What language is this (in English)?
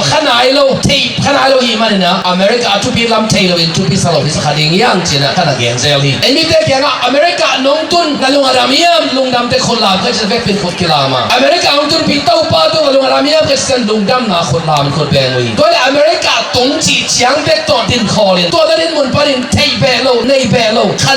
Tedim Chin